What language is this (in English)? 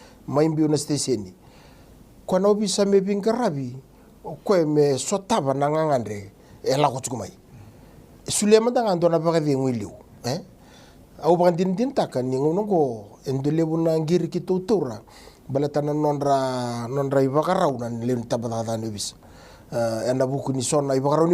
Fijian